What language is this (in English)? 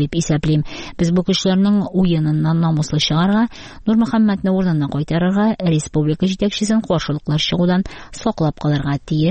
Tatar